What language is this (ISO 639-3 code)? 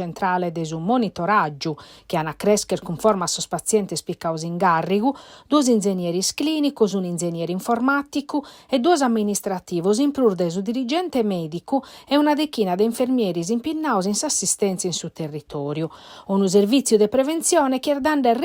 srd